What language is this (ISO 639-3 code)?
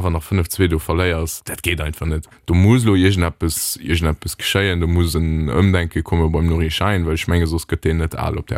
ltz